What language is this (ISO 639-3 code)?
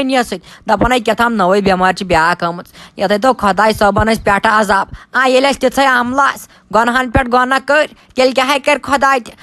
kas